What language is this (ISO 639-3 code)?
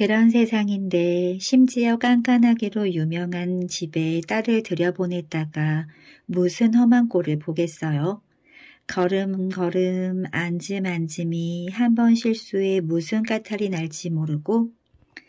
kor